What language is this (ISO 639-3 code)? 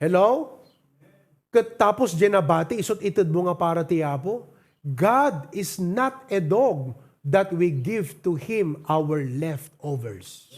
ilo